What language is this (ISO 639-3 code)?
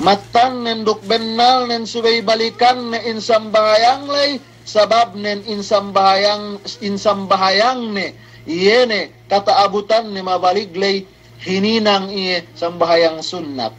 yka